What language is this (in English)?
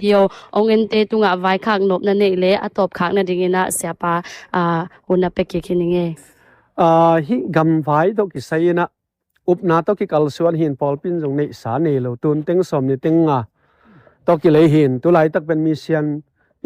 Tedim Chin